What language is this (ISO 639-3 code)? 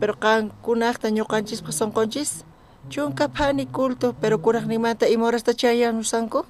quh